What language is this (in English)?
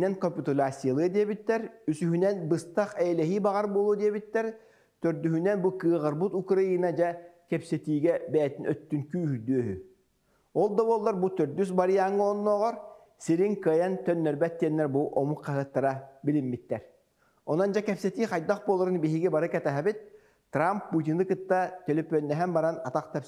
Yakut